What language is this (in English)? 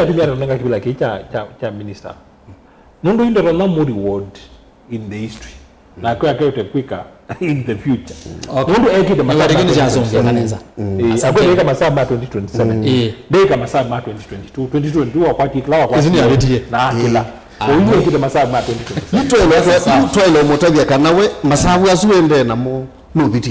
Kamba